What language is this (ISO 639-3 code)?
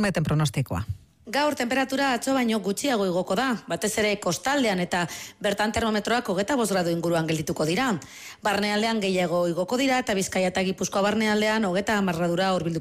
eus